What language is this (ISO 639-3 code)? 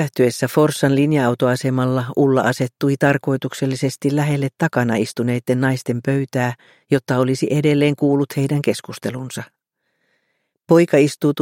fin